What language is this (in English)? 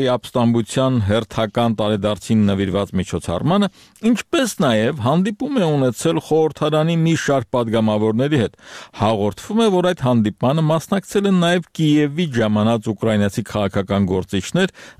Armenian